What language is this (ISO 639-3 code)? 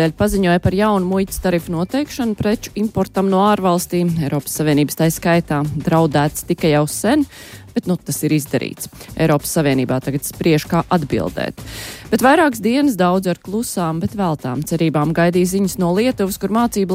lav